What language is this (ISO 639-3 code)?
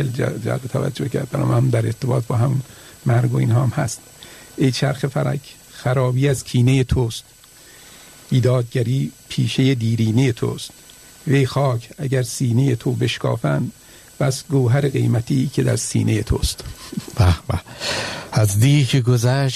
fas